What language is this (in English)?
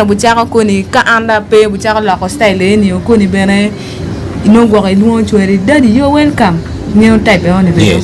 Acoli